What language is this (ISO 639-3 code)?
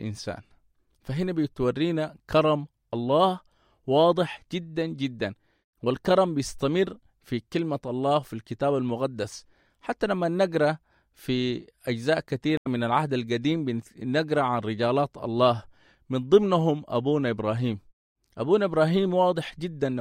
apd